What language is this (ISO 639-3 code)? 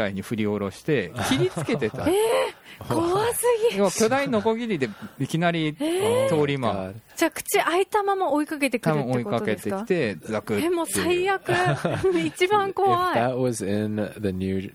jpn